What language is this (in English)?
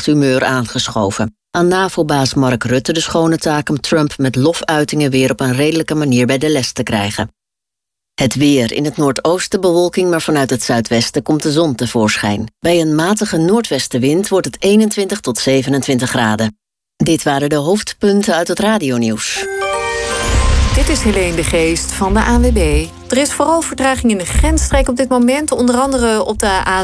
Dutch